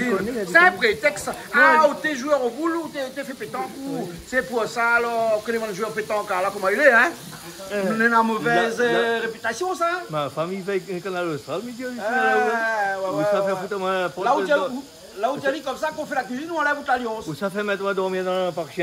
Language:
Réunion Creole French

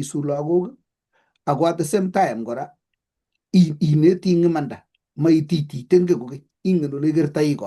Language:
Kalenjin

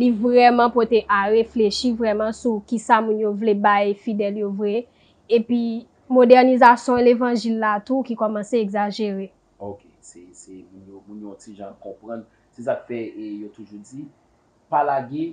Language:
Haitian Creole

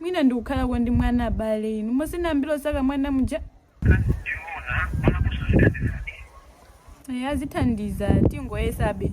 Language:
Nyanja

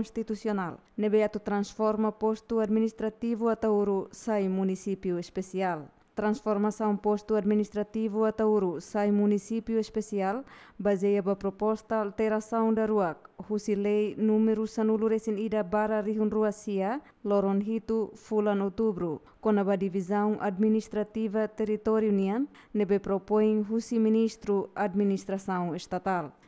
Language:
Tetum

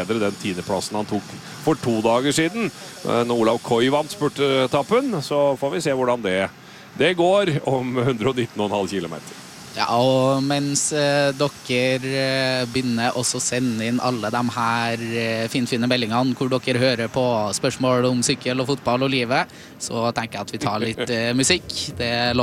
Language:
Norwegian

